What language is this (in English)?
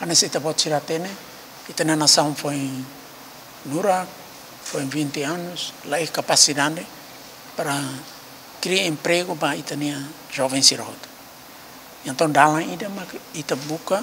Tetum